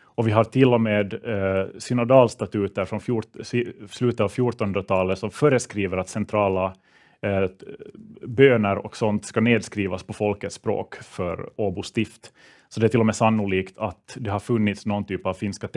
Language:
Swedish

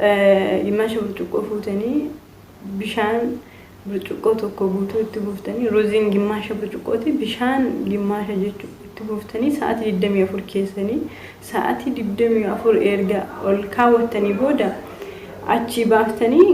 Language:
Oromo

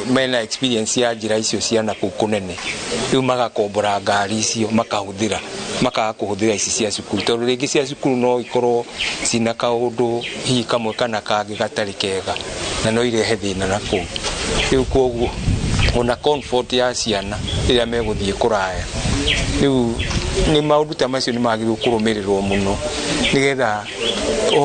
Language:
Kikuyu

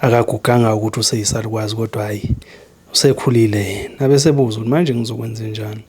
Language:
Zulu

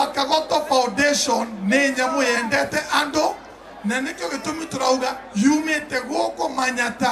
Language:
Meru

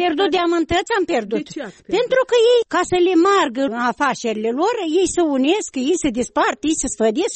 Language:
Romanian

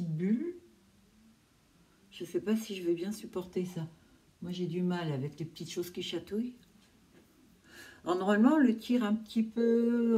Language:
French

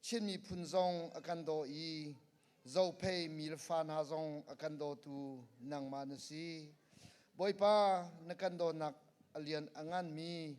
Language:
Hakha Chin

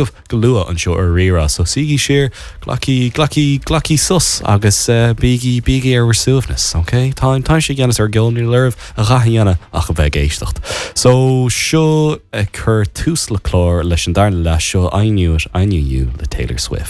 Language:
Irish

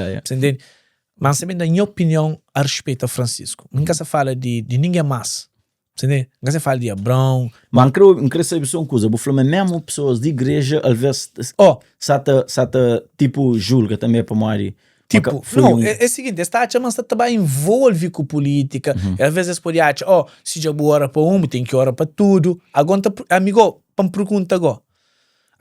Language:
Kabuverdianu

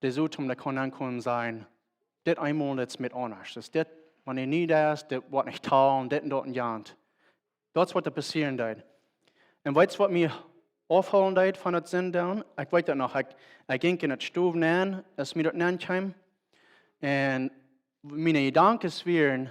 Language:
Plautdietsch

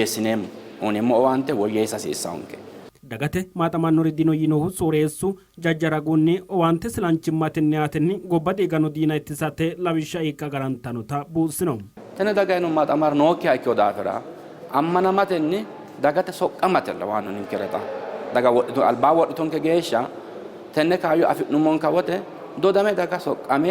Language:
Sidamo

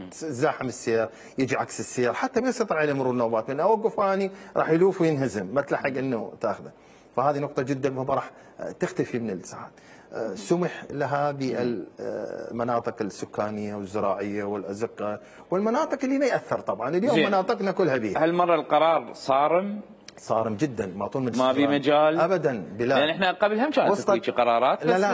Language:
Mesopotamian Arabic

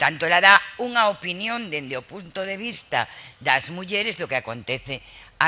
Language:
Galician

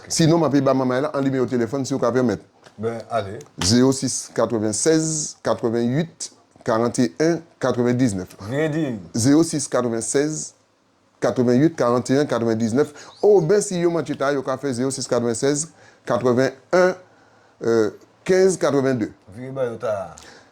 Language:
Guadeloupean Creole French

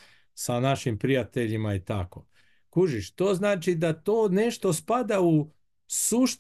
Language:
Bosnian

